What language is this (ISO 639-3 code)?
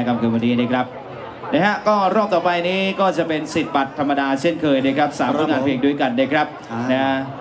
tha